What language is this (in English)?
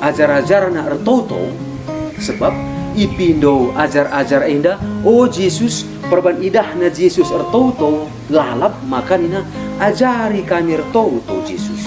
Batak Karo